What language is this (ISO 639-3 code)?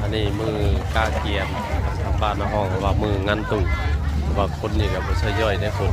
tts